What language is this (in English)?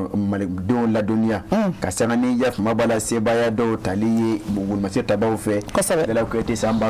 Bambara